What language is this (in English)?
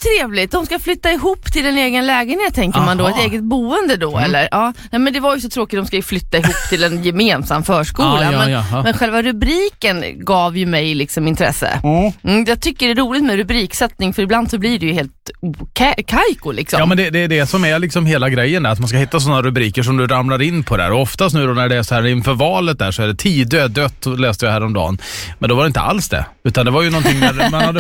Swedish